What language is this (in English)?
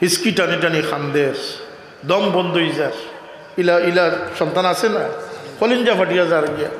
Sylheti